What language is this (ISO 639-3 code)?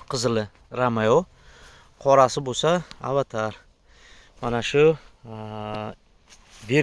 uzb